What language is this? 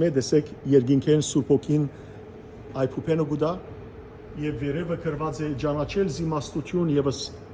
Western Armenian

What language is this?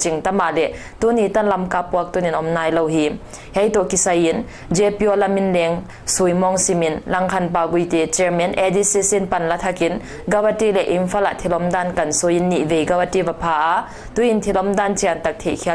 Paite Chin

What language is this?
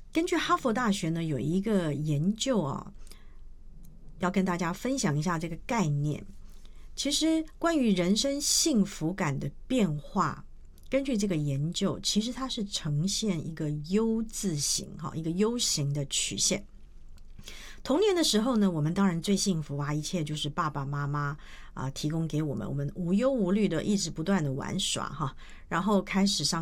Chinese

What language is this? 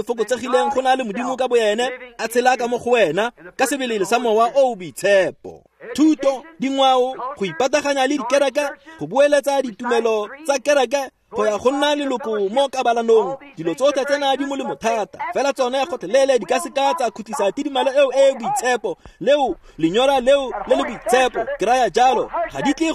Tswana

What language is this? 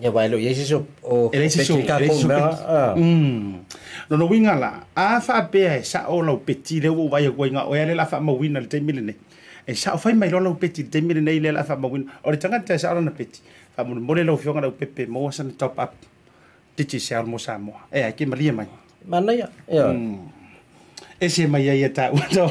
Samoan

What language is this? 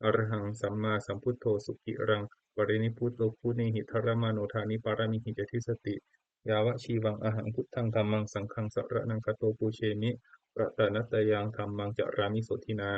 Pali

